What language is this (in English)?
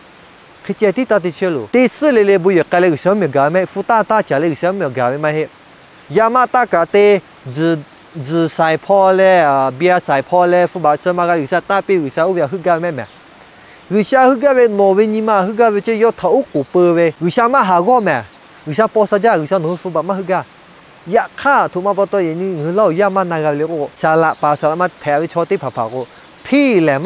Lahu